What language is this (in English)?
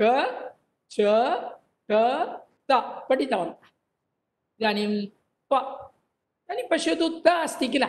Sanskrit